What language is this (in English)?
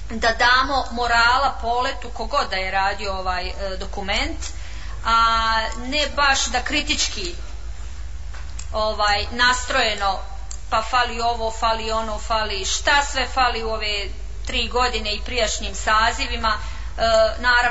Bosnian